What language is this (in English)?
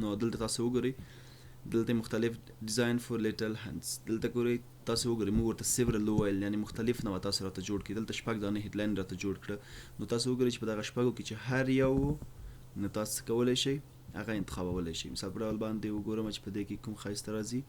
Pashto